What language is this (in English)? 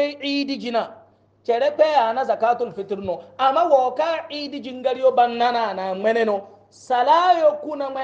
Hausa